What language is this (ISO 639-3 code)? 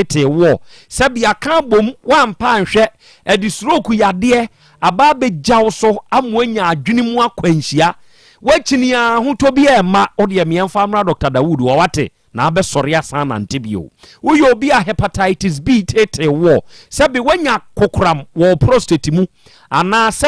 aka